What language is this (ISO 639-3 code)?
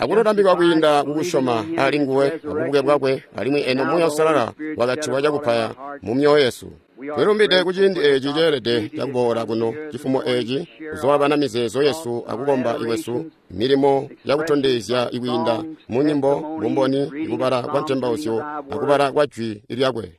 toi